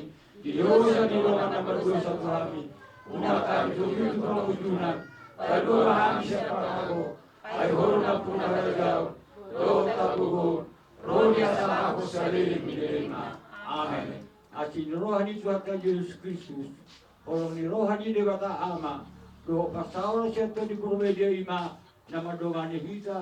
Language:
Batak Toba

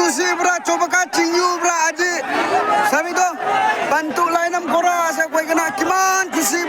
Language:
Naga Pidgin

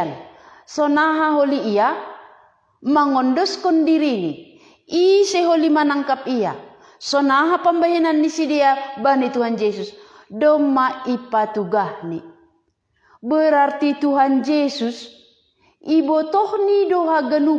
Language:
Batak Simalungun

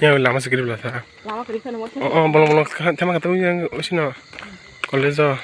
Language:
Kok Borok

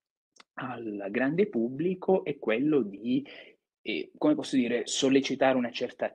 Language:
Italian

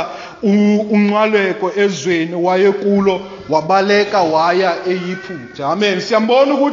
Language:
Xhosa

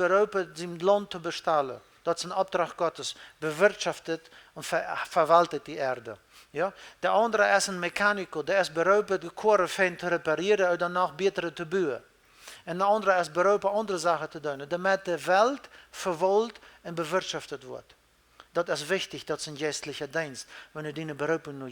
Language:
Plautdietsch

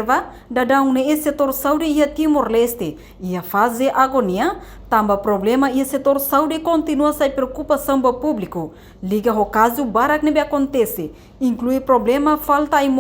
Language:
Tetum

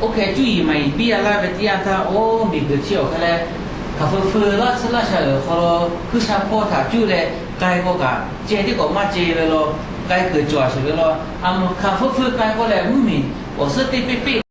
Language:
Lahu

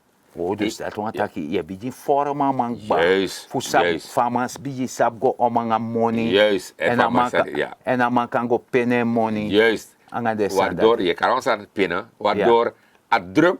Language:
Sranan Tongo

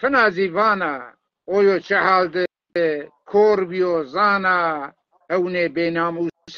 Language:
Zaza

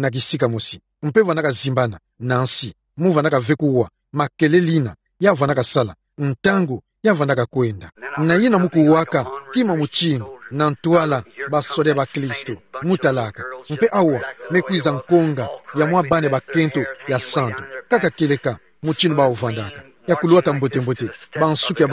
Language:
Kituba (Democratic Republic of Congo)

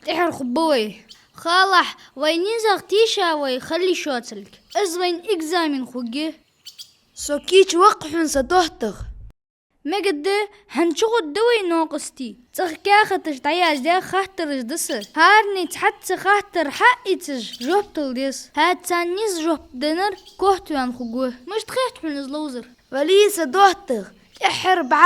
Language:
Ingush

